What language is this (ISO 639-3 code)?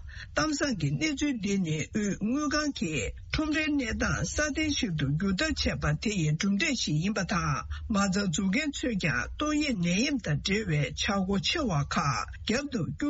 bod